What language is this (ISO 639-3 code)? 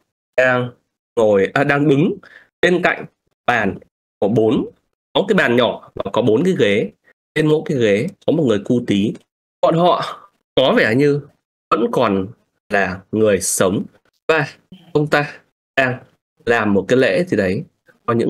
vie